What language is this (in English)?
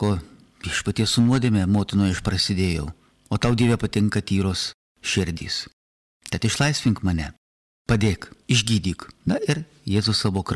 Lithuanian